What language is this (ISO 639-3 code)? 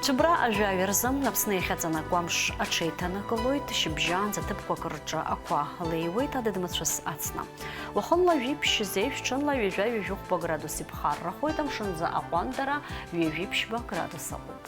abk